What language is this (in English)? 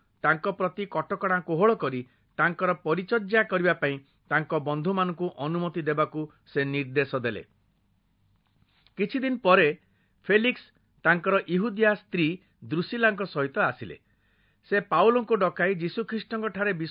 Odia